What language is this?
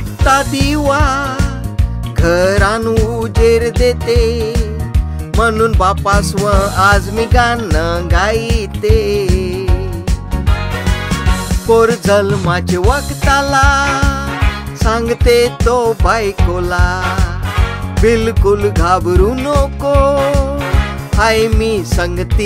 Marathi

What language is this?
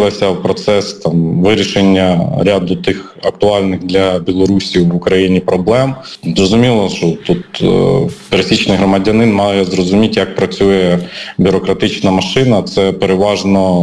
Ukrainian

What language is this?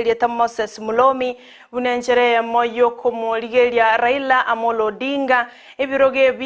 Gusii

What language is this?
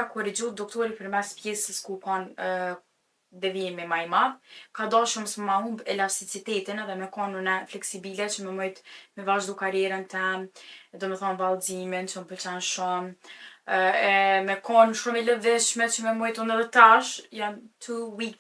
Albanian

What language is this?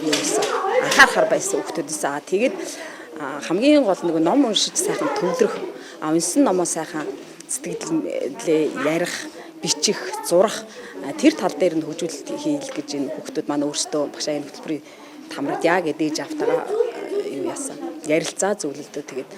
Mongolian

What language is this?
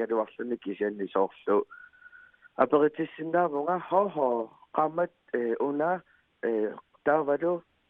Kalaallisut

